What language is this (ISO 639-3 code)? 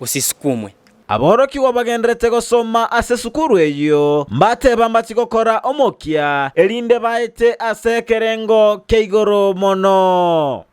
guz